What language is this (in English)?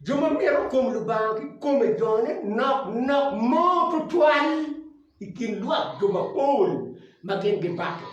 Acoli